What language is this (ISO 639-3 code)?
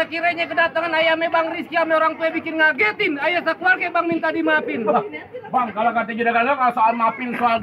bew